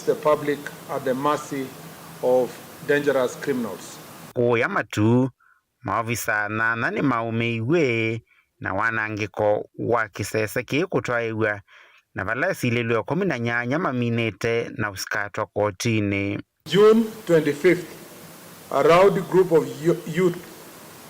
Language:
Kamba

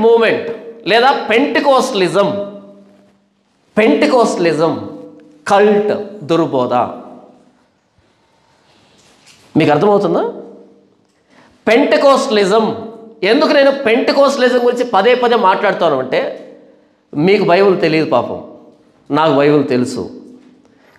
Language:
Telugu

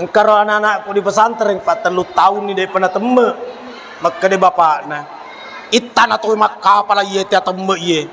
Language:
Buginese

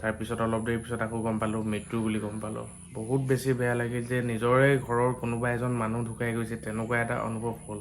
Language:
Assamese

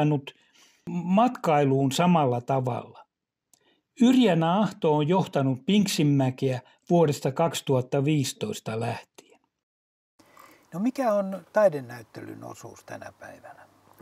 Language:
Finnish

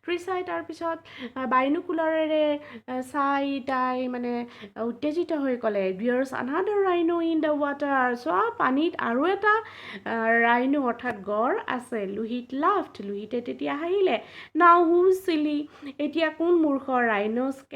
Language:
Assamese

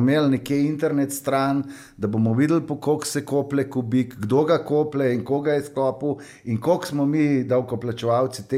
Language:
Slovenian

